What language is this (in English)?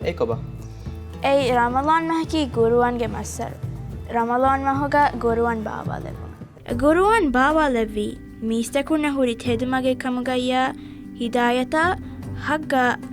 Divehi